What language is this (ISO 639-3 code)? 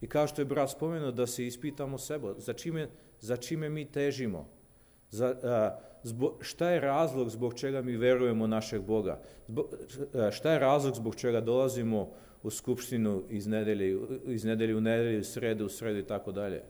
srp